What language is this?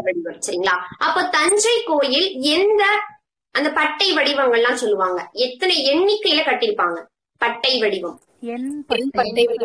Tamil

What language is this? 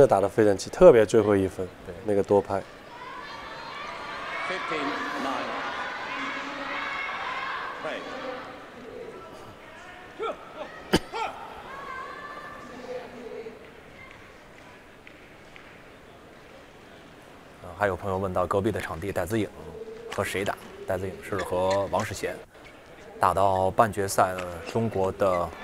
Chinese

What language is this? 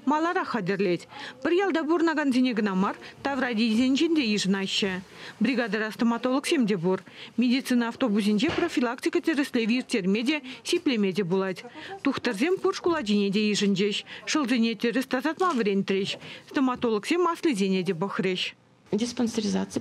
Chuvash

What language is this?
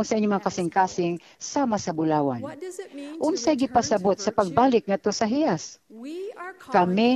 Cebuano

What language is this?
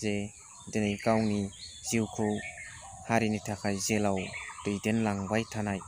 Bodo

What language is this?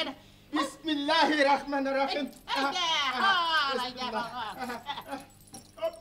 Bashkir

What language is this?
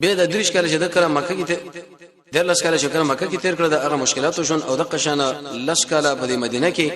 Pashto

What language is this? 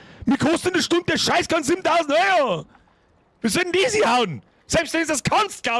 Bavarian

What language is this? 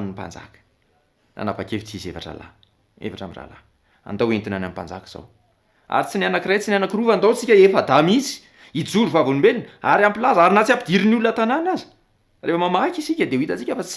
Malagasy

